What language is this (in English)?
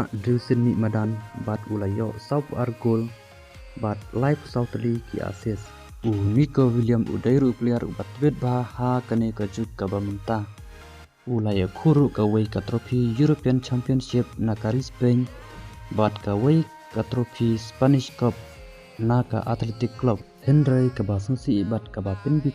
Khasi